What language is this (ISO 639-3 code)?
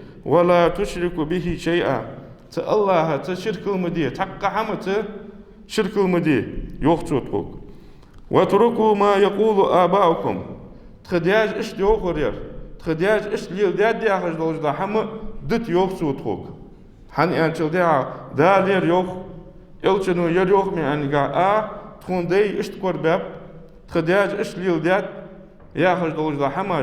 inh